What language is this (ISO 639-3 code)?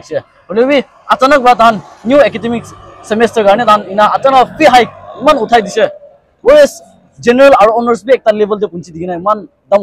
nag